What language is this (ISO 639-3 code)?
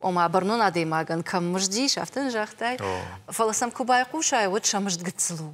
oss